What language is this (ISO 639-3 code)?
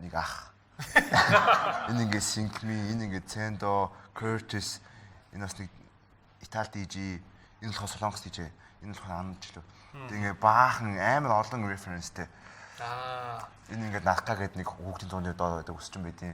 mon